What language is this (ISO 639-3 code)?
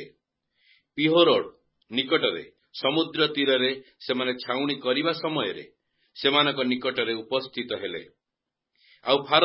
ori